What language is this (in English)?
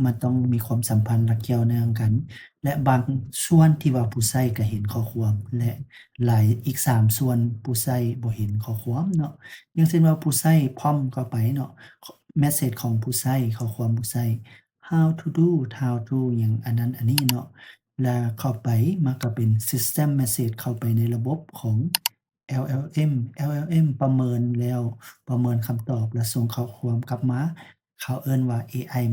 Lao